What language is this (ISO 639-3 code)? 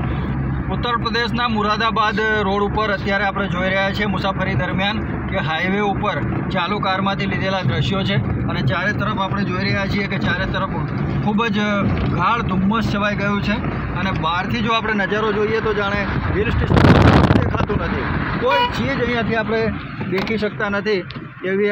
guj